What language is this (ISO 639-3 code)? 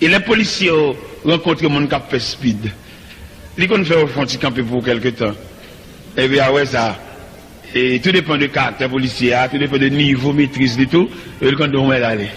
hat